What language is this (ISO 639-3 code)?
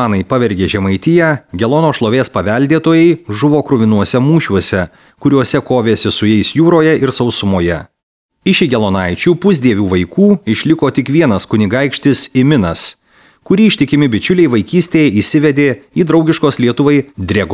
lit